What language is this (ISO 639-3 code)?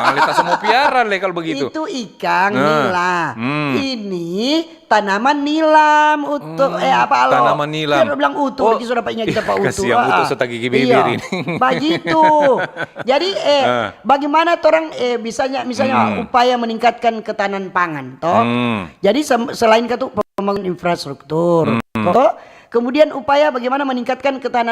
xmm